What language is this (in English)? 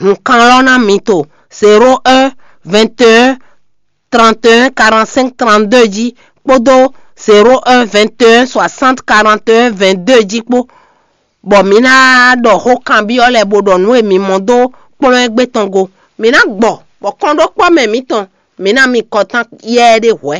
Fon